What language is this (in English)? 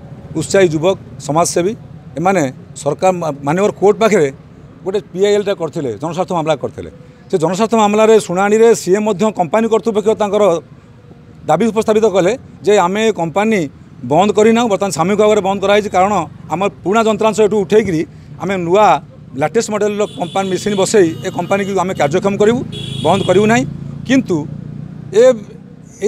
Odia